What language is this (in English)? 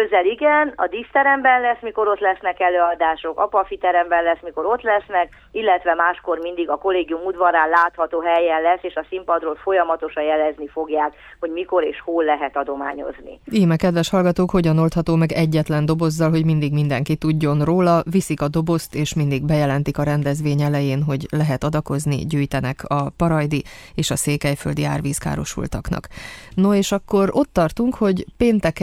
Hungarian